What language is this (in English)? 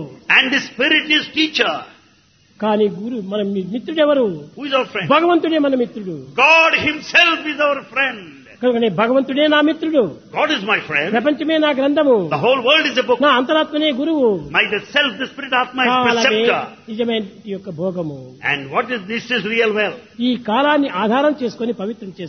Telugu